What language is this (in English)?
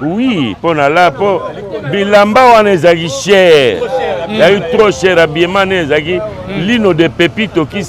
Lingala